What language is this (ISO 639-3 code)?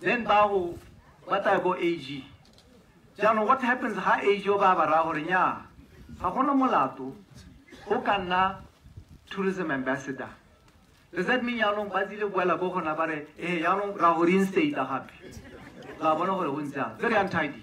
tsn